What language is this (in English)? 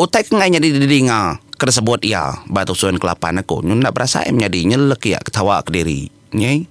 Iban